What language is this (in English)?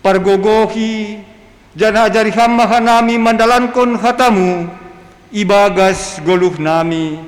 Batak Simalungun